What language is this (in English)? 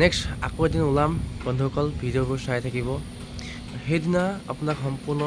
Assamese